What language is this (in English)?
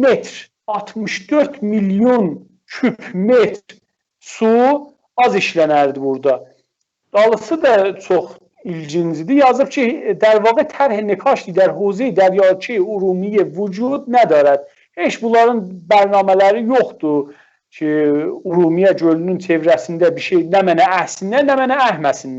South Azerbaijani